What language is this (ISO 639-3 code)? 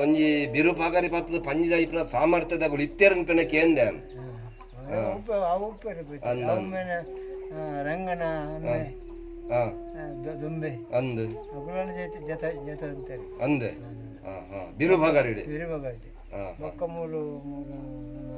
tcy